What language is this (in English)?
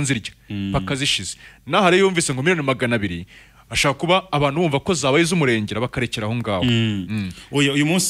Kinyarwanda